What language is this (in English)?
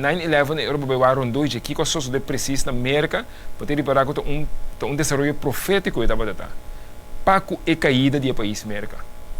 Papiamento